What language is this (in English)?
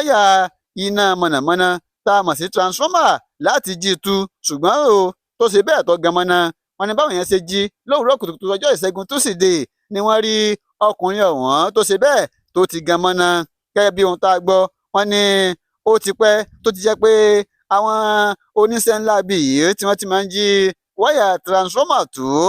Yoruba